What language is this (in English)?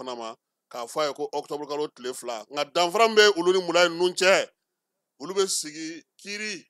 Bambara